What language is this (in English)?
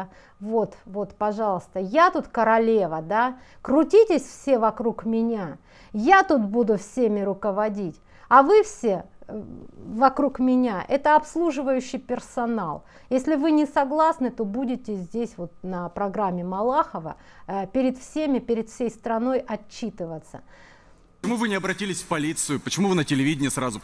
Russian